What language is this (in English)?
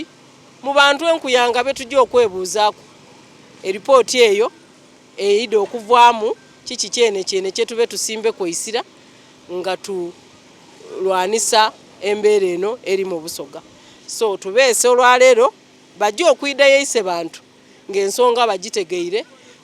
Soga